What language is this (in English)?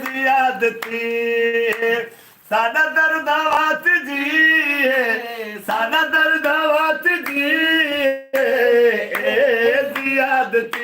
Saraiki